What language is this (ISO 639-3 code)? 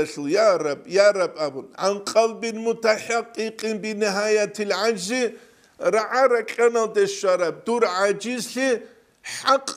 ava